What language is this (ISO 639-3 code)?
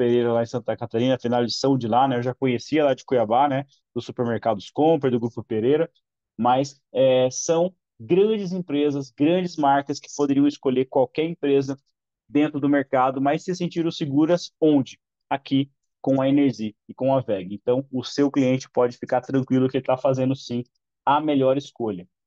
por